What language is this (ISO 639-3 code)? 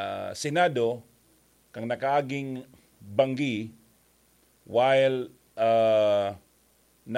bik